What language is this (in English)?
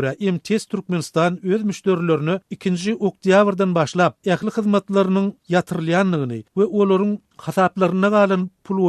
Turkmen